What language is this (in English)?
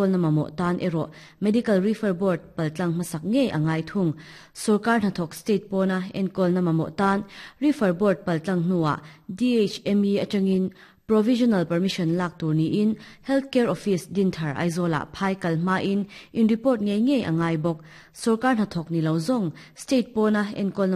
Mizo